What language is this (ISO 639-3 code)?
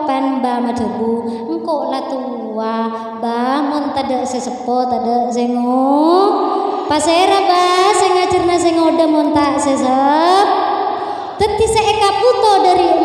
mad